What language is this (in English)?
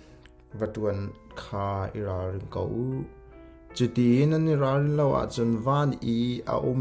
Hakha Chin